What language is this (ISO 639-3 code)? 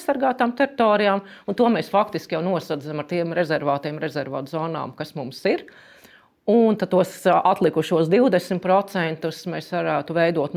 lav